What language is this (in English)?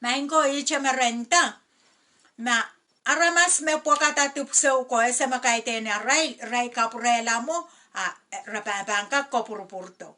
Pohnpeian